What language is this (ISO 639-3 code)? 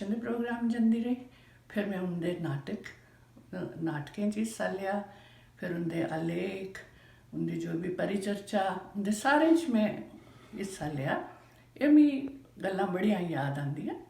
doi